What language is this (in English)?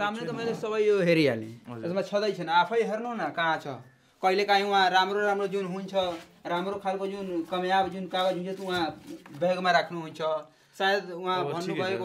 Nepali